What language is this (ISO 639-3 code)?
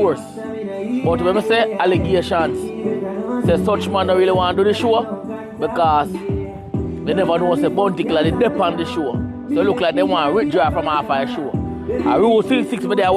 jam